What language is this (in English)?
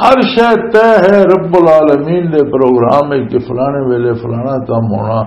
Western Panjabi